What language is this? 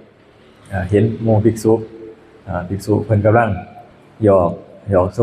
Northeastern Thai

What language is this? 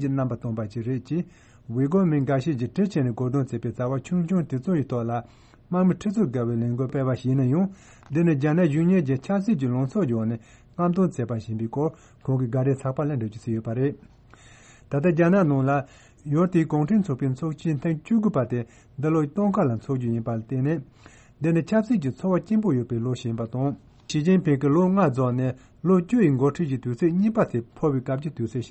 Tibetan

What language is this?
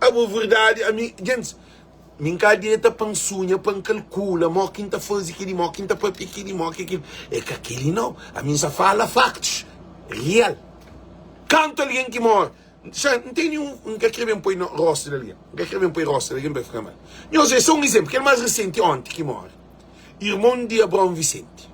Kabuverdianu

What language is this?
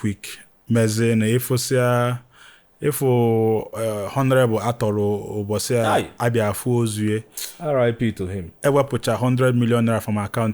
Igbo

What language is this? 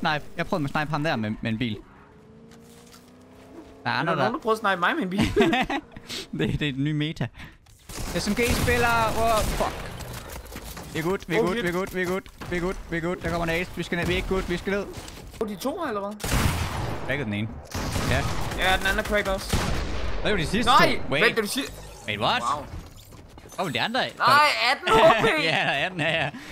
Danish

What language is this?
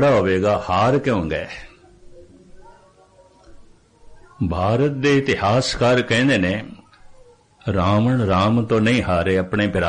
Punjabi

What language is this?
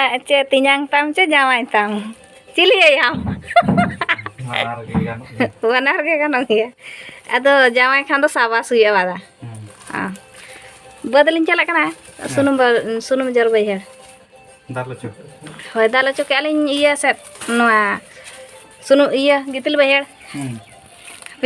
Santali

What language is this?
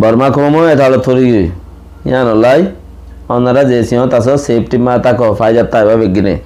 Rohingya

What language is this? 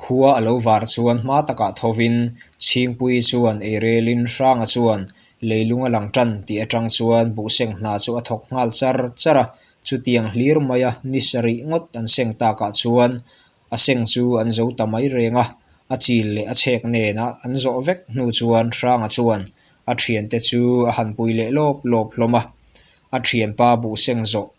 Mizo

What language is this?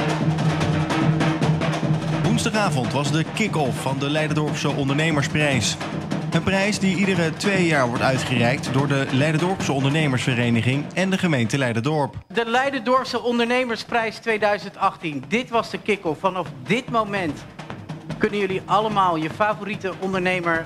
Dutch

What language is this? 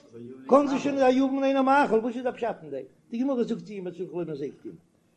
Yiddish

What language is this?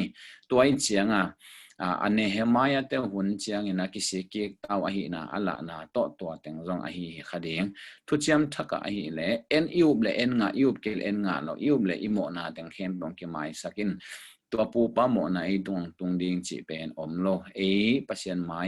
Tedim Chin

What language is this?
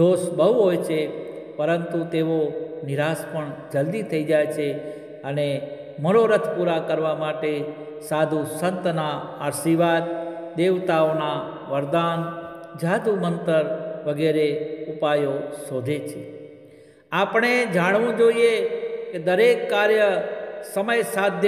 Gujarati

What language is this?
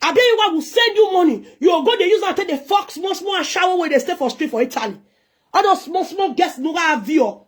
Nigerian Pidgin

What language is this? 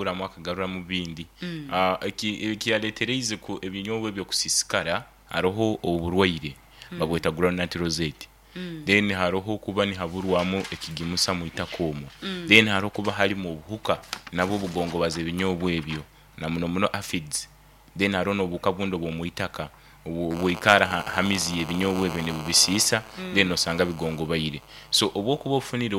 Nyoro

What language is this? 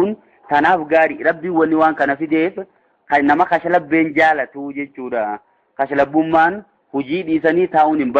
Oromo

